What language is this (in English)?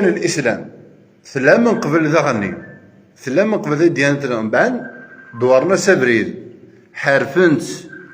Kabyle